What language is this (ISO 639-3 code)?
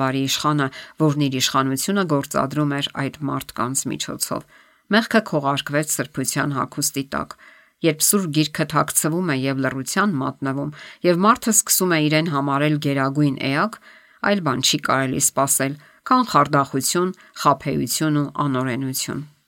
hye